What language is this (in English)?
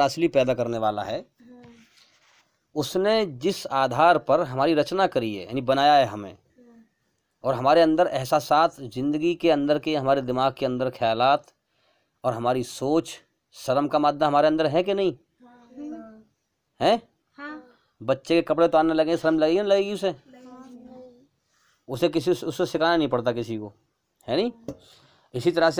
Hindi